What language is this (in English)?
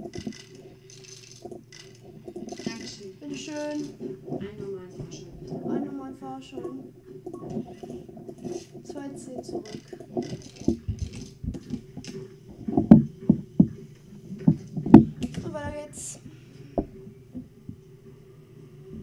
German